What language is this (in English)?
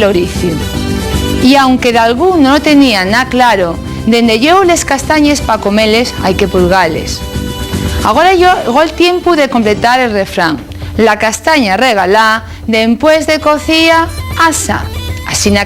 Asturian